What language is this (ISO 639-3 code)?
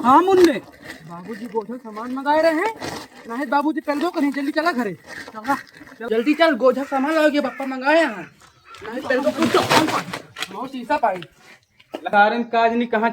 awa